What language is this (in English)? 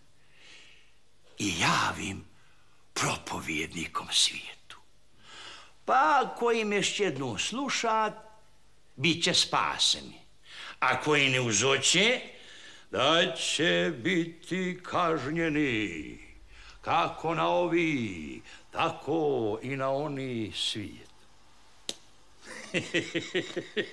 Croatian